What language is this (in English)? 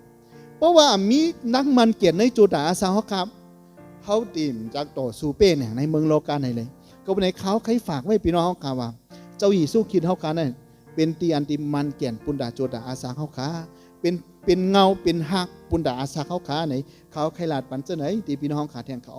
Shan